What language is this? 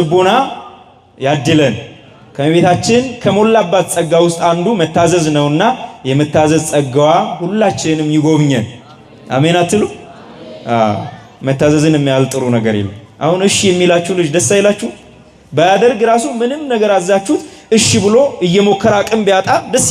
Amharic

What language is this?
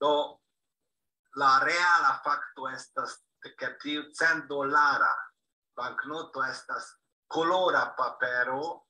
Esperanto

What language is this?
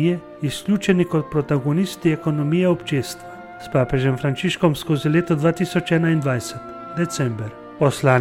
Slovenian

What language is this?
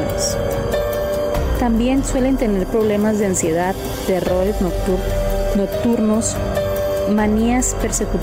Spanish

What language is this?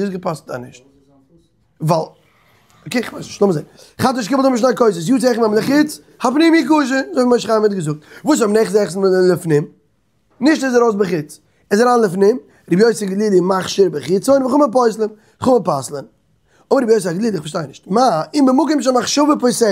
Yiddish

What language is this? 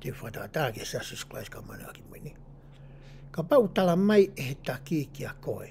Tongan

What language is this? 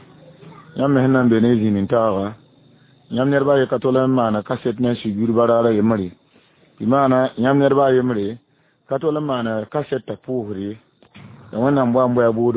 Mossi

